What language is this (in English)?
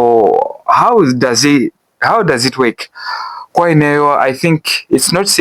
Nyanja